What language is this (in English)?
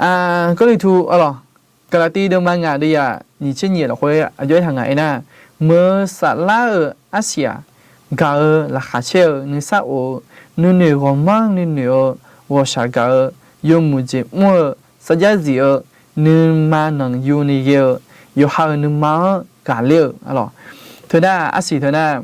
Akha